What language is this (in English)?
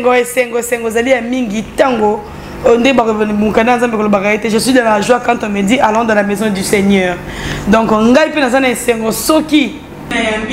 Lingala